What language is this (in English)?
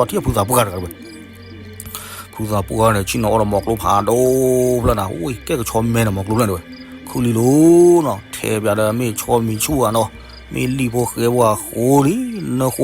S'gaw Karen